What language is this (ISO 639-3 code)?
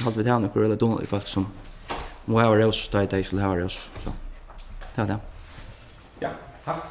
fao